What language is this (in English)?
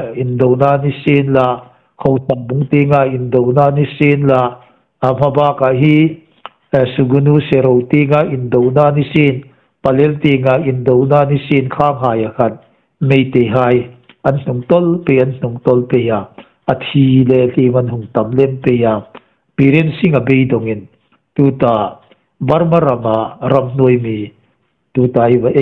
Hmar